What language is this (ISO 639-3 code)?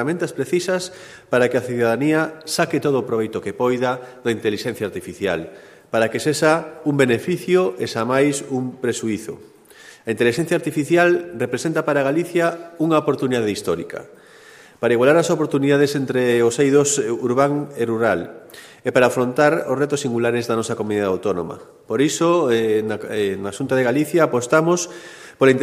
glg